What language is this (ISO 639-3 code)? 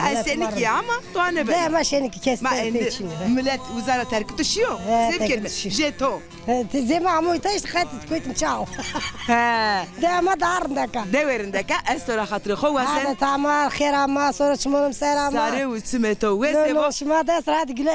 zza